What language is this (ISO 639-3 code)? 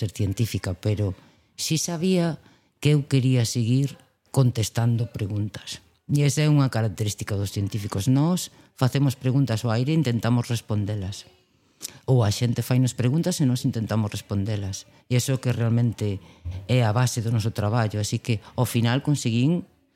glg